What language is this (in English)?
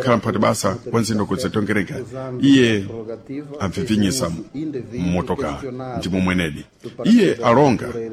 Sena